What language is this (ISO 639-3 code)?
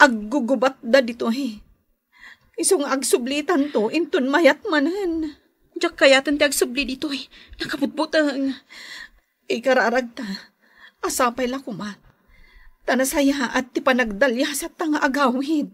ilo